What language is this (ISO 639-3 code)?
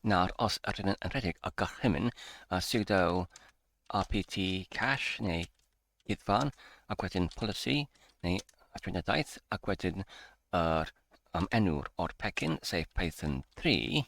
cym